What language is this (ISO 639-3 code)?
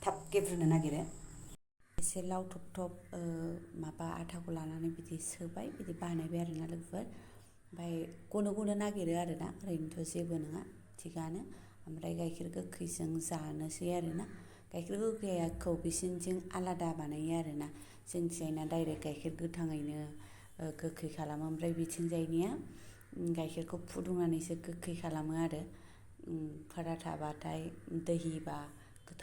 brx